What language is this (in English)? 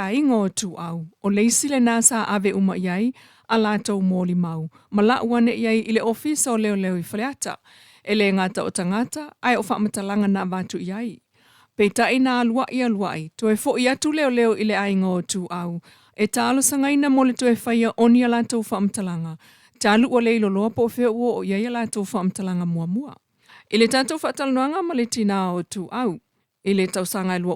Samoan